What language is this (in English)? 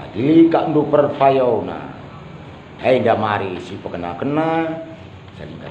Batak Karo